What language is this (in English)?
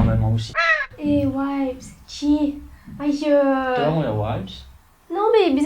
Morisyen